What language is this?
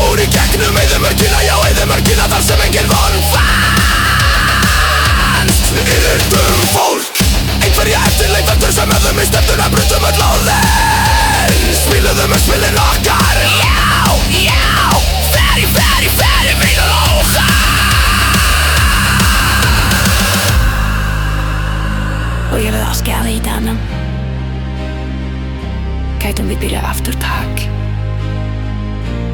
Icelandic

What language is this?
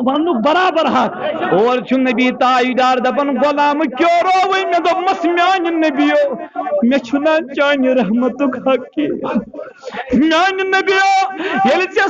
Kashmiri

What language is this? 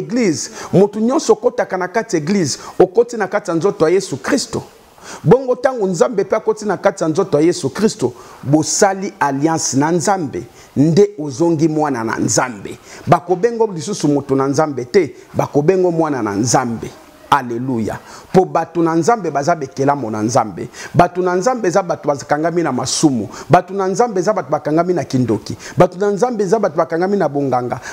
Lingala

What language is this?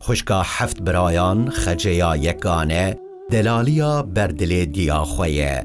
Kurdish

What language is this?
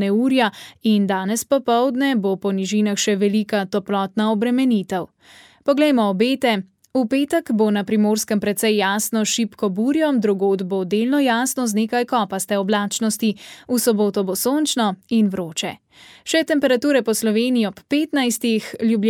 Slovenian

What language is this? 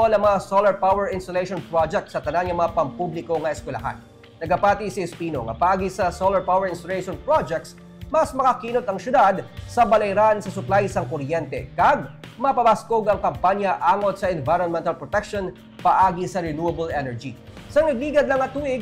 Hiligaynon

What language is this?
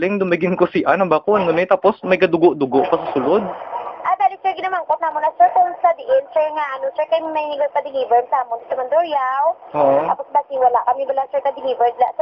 Hiligaynon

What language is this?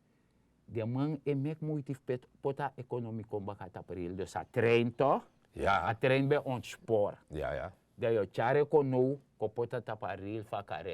Sranan Tongo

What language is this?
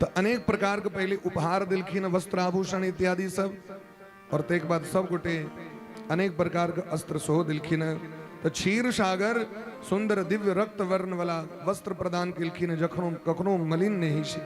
Maithili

